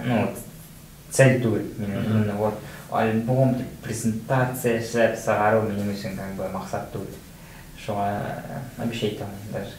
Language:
Bashkir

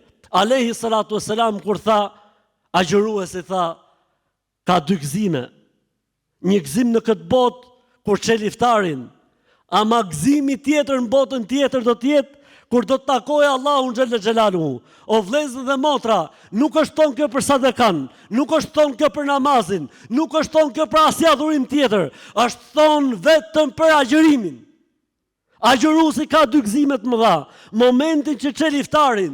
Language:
Albanian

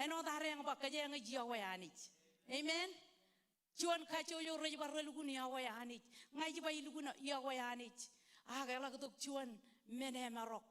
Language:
Marshallese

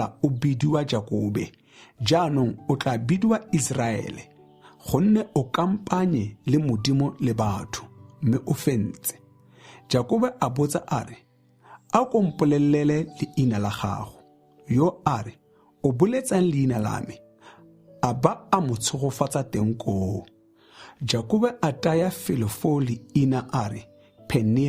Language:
Tswana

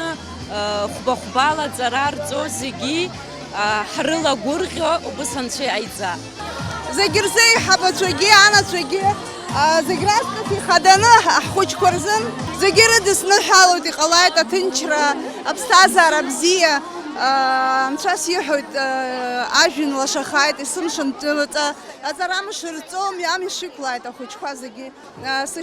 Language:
Abkhazian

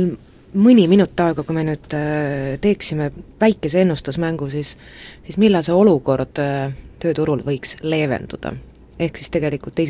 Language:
Estonian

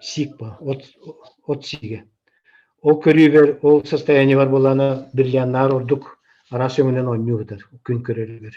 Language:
Yakut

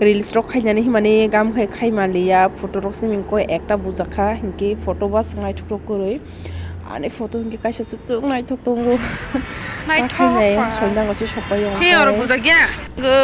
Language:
Kok Borok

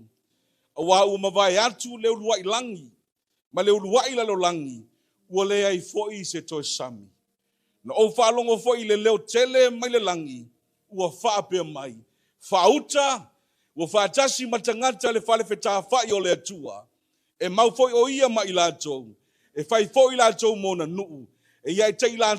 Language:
Samoan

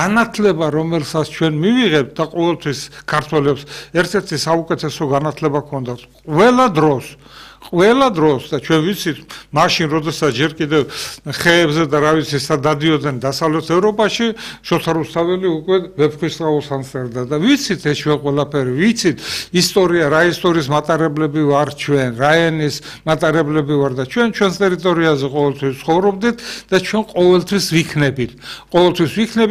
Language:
Georgian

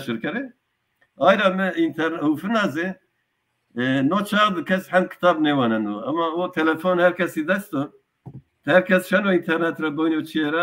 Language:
Zaza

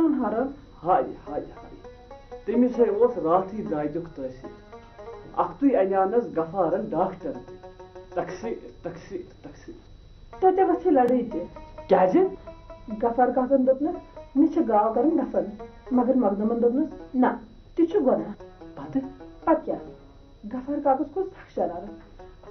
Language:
Kashmiri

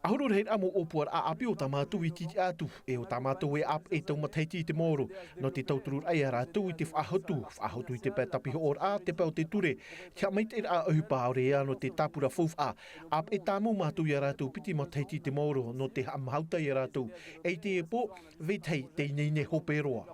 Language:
Tahitian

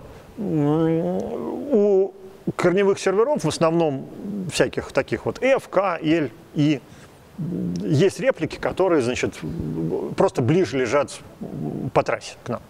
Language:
Russian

